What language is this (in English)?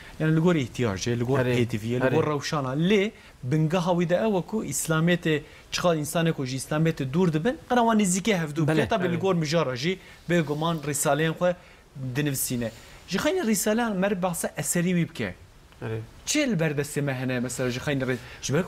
Kurdish